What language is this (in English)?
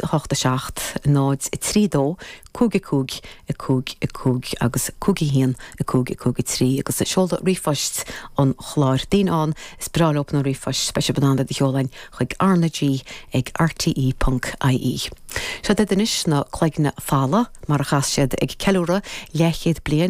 Irish